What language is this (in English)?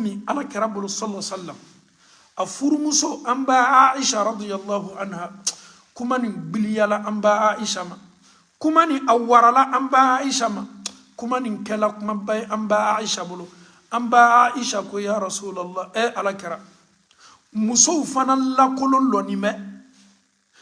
Bambara